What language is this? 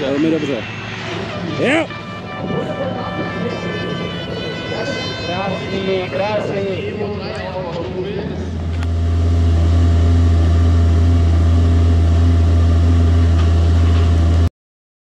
Czech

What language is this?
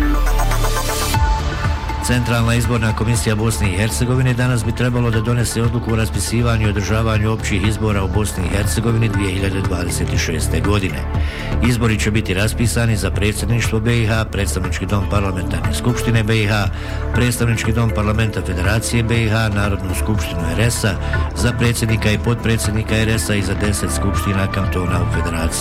Bosnian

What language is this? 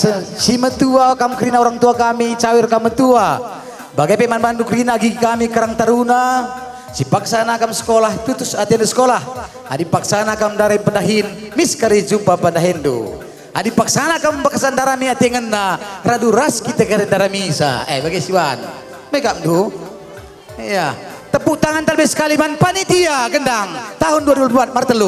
Batak Karo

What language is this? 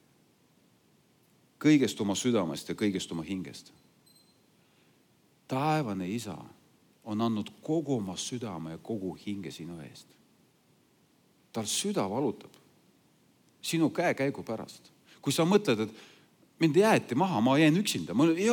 Estonian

